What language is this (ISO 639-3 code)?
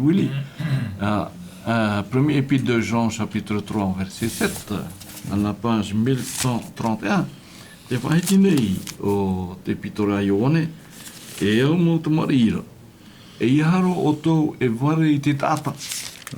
tah